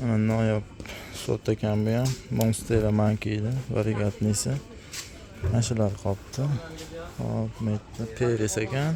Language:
Uzbek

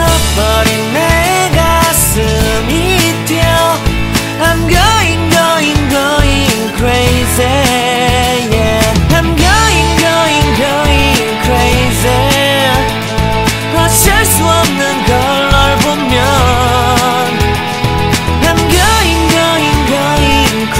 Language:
Korean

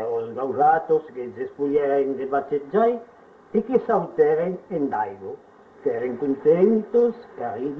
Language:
Occitan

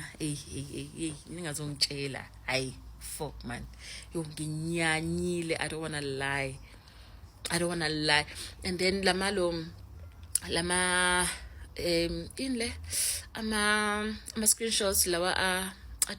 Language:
Zulu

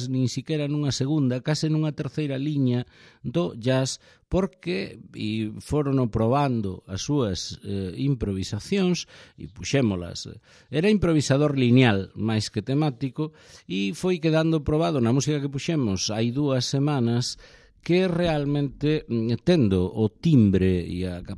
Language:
Galician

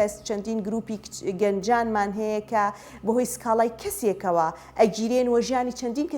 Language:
Central Kurdish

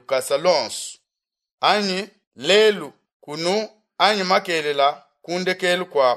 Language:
Luba-Lulua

